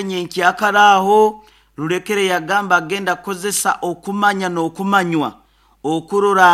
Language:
Nyoro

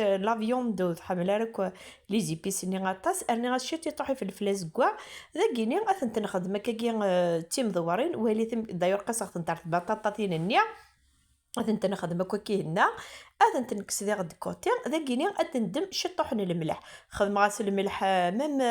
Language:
Kabyle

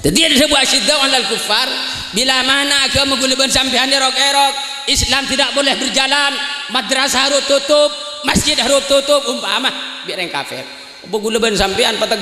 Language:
Madurese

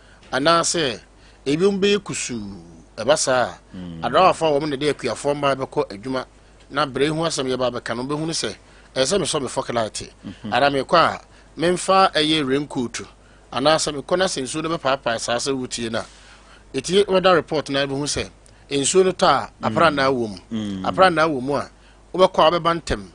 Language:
Akan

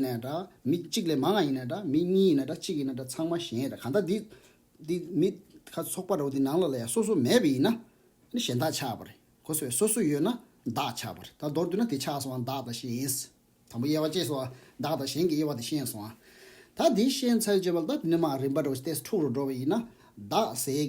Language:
Tibetan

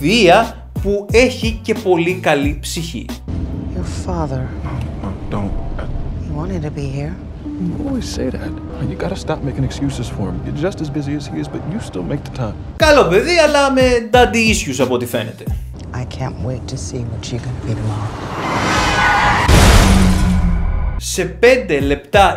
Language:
Greek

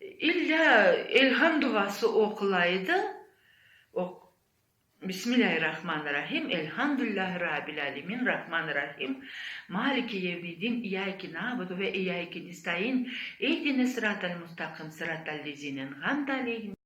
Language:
Crimean Tatar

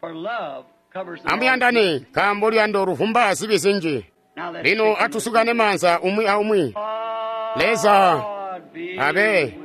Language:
Tonga (Zambia)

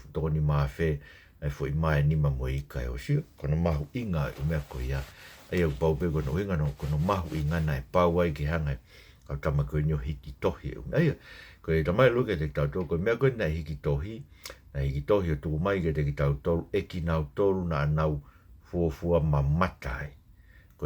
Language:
Tongan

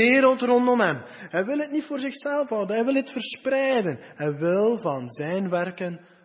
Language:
Dutch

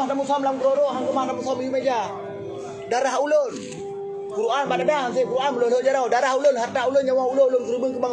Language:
Achinese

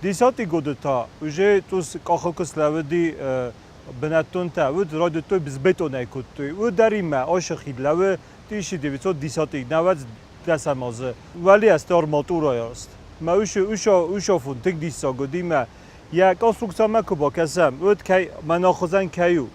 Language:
Ossetic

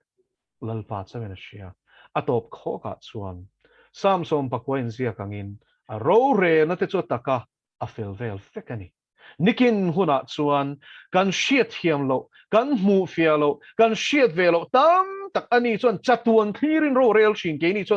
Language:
Mizo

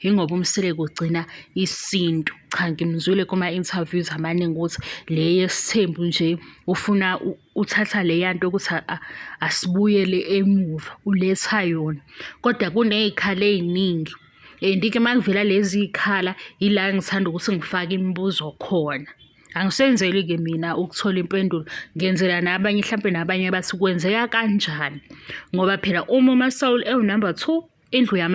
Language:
Zulu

